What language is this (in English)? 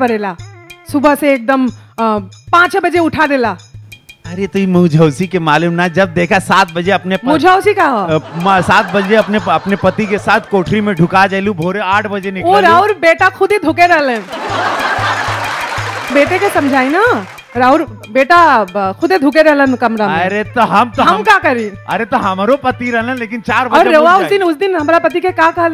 Bhojpuri